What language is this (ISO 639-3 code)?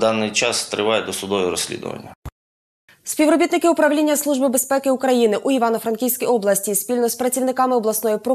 ukr